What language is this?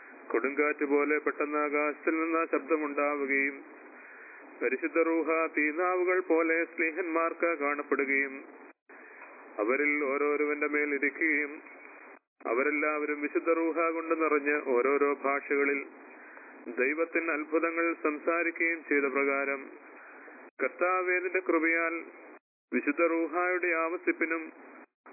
Malayalam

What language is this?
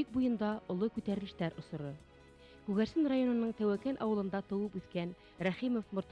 Bashkir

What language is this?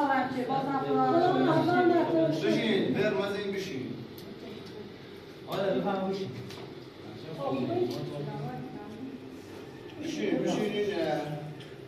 Persian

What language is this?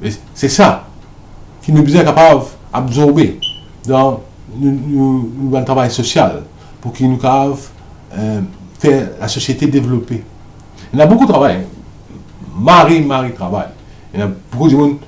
Morisyen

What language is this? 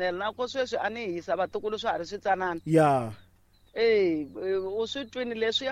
Tsonga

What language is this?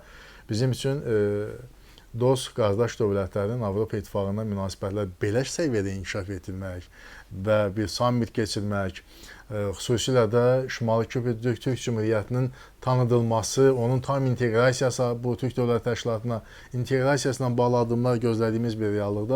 Azerbaijani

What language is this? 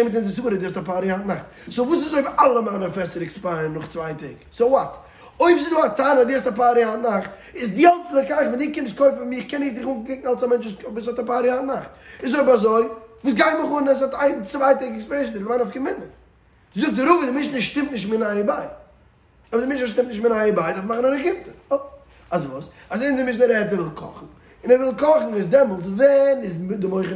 Yiddish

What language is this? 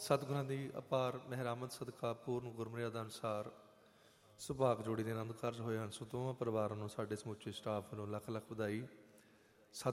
Punjabi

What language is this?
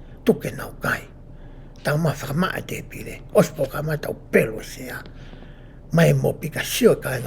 Tongan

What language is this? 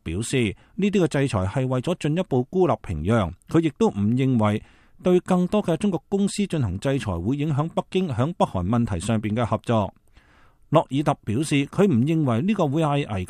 Cantonese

